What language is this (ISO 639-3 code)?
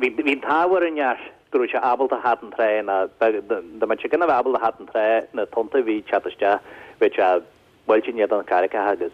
gle